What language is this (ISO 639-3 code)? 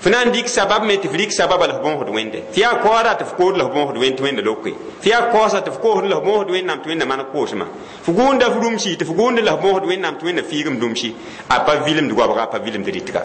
mos